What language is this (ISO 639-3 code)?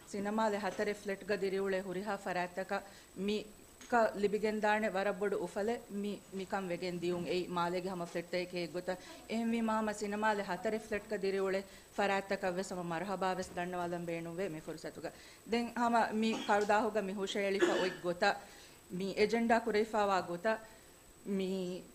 div